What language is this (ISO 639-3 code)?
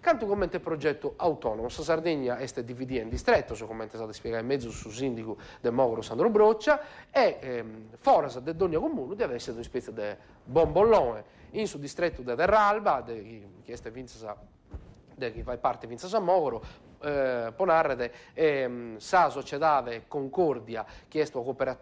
srd